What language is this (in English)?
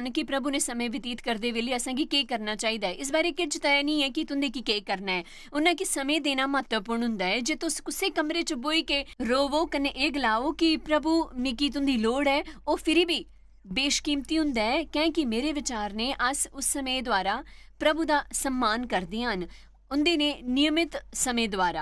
Dogri